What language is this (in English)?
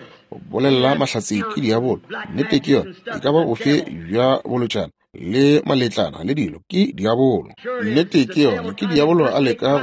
Northern Sotho